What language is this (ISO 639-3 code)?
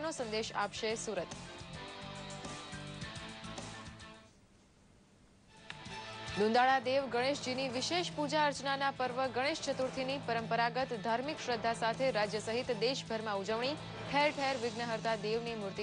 guj